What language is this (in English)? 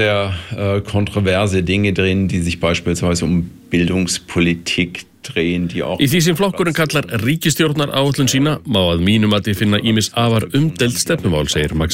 Icelandic